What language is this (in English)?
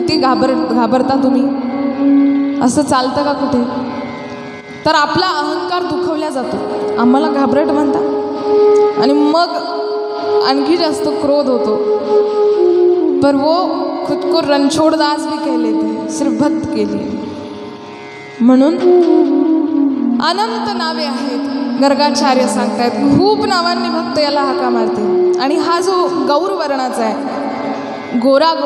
Marathi